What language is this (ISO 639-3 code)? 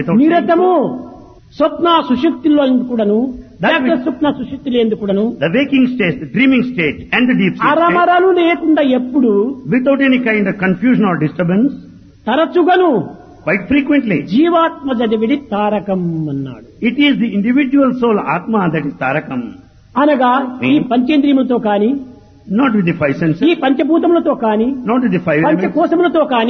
tel